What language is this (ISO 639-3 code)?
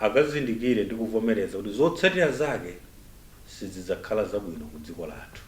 nya